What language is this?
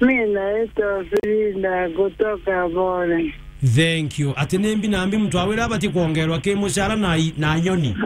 Meru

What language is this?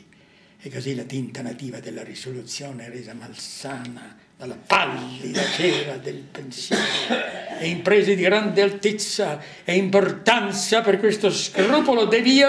Italian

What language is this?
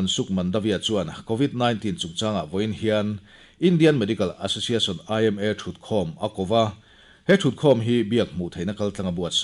Mizo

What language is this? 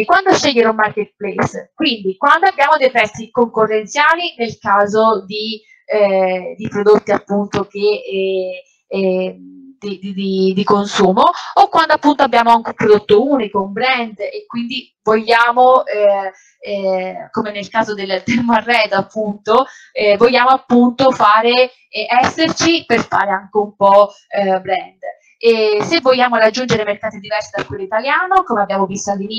Italian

